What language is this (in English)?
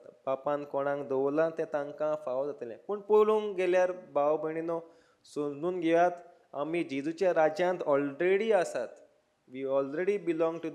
Konkani